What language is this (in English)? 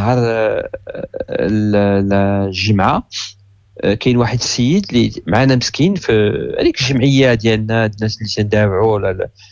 Moroccan Arabic